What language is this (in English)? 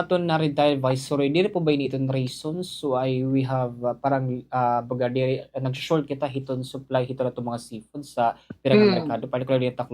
Waray